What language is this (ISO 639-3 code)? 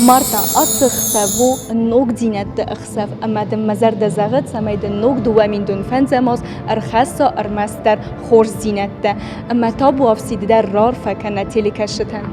oss